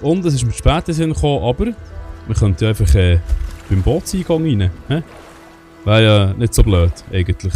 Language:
Swiss German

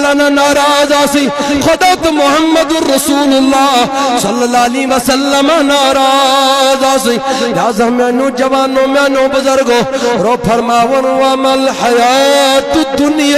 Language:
Kashmiri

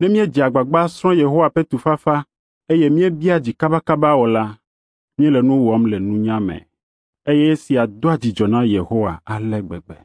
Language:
Ewe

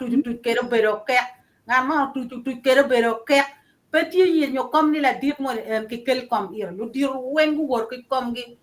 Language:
Acoli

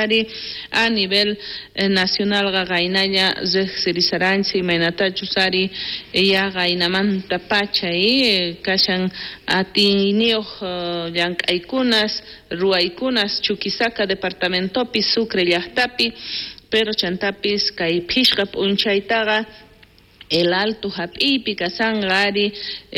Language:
South Bolivian Quechua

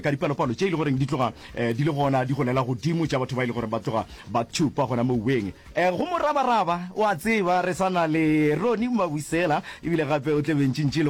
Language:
Northern Sotho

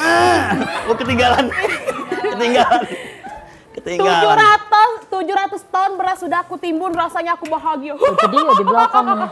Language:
Musi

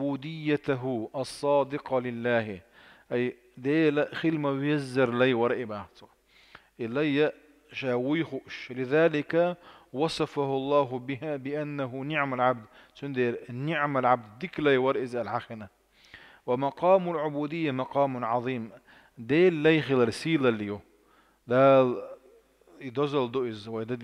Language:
Chechen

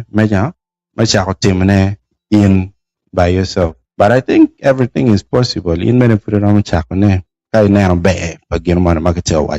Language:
Acoli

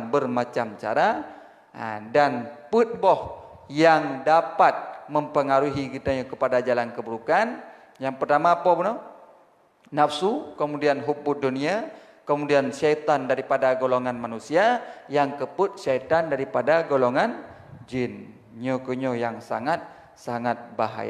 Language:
Achinese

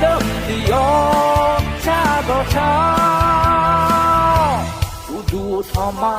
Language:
Akha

